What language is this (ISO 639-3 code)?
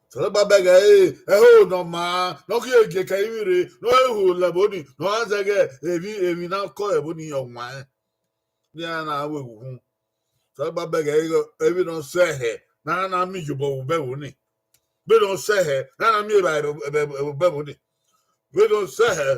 bin